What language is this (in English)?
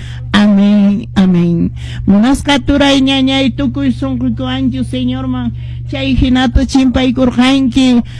Quechua